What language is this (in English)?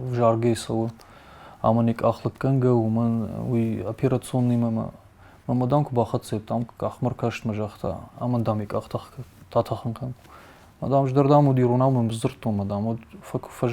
Ossetic